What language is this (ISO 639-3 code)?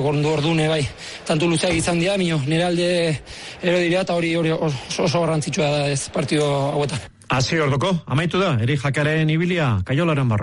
eus